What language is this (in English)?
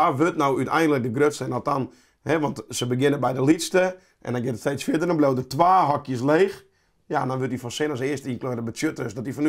Western Frisian